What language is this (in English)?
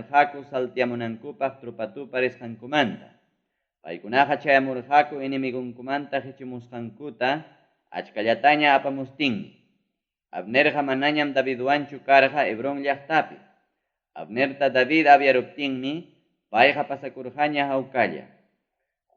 Ayacucho Quechua